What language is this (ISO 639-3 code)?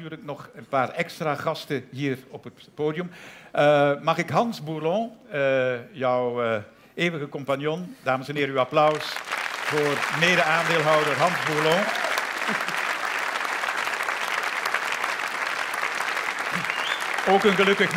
nld